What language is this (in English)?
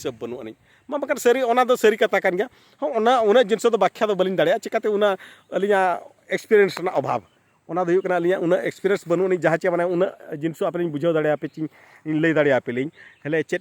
Santali